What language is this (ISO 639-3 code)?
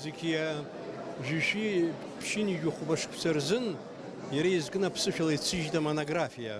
abk